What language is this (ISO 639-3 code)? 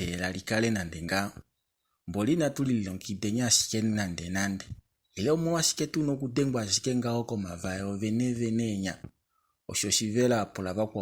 kua